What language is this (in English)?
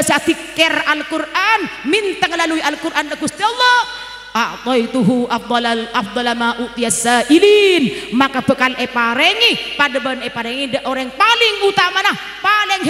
Madurese